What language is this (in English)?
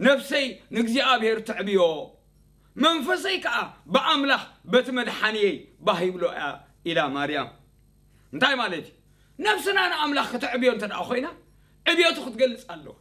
Tigrinya